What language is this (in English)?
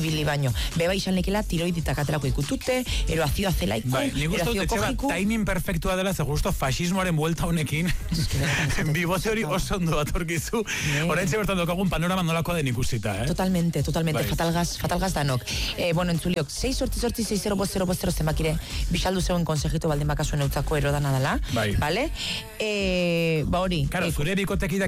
Basque